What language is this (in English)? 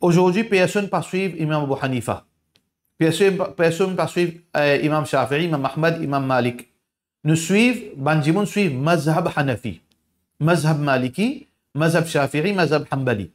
Morisyen